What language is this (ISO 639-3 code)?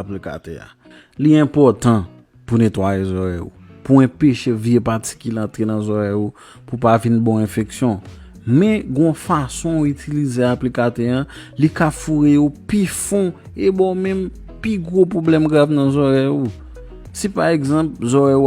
hat